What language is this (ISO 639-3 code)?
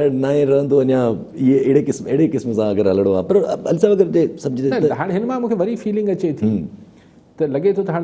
snd